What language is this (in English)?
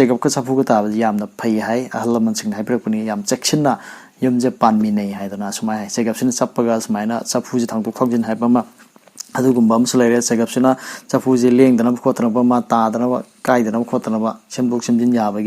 Manipuri